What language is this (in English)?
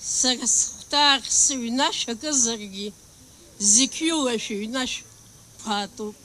Abkhazian